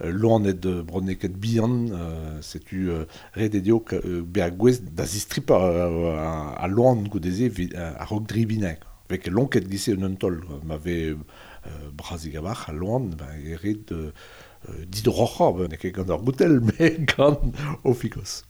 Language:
Breton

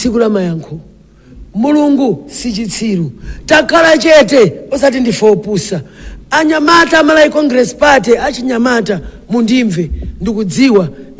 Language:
Nyanja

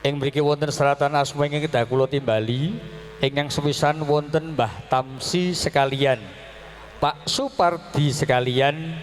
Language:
Javanese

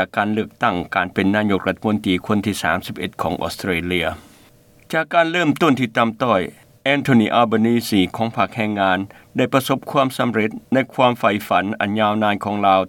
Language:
Lao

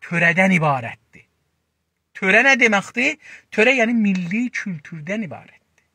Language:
South Azerbaijani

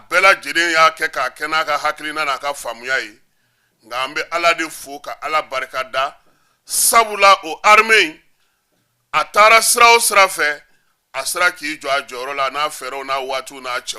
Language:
Bambara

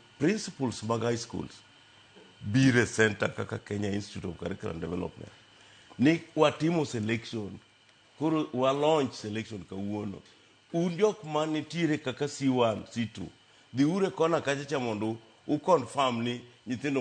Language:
Luo (Kenya and Tanzania)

